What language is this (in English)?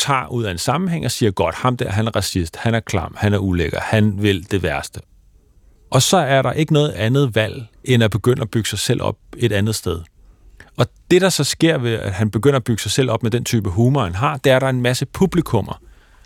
Danish